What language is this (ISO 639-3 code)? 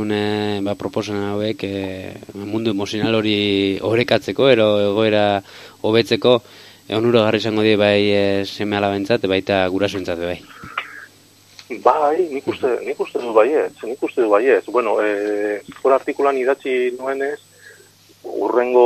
eus